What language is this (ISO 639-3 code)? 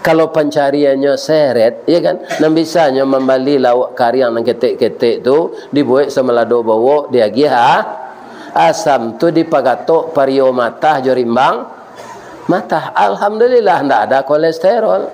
min